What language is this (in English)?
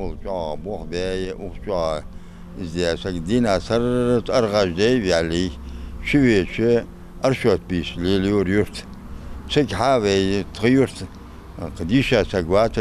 Ingush